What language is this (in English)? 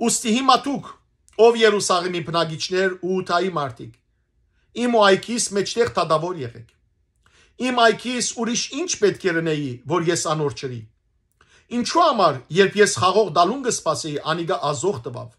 Western Armenian